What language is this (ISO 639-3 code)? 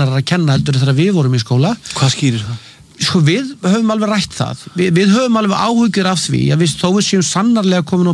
isl